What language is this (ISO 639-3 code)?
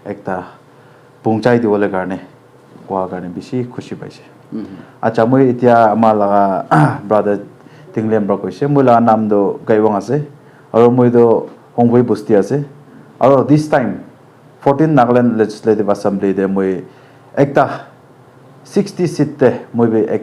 nag